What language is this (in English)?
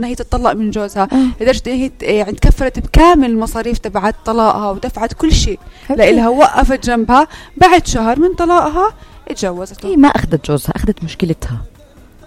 North Levantine Arabic